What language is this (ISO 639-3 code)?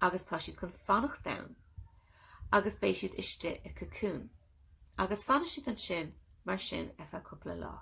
gle